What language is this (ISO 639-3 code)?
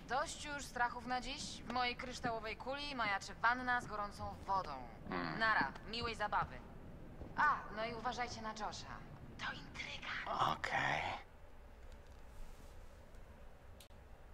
pol